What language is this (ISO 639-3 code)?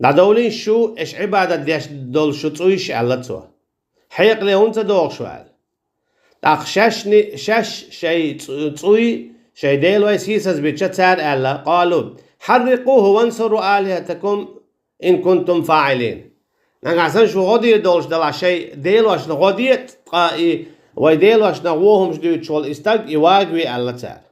che